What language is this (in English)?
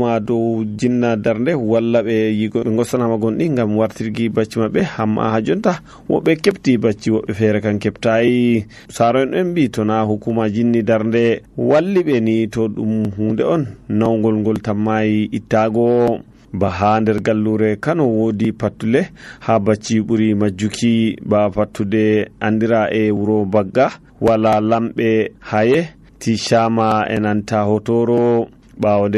Nigerian Fulfulde